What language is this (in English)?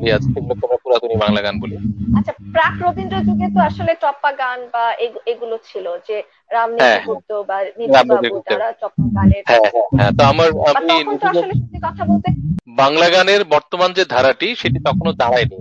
Bangla